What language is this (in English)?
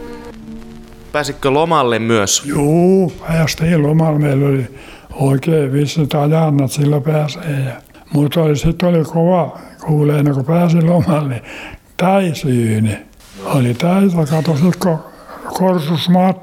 Finnish